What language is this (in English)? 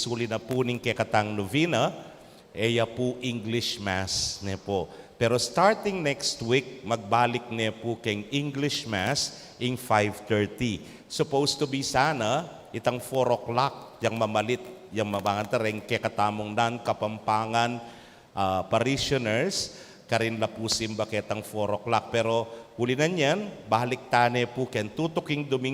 Pampanga